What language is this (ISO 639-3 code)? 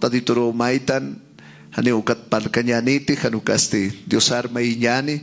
aym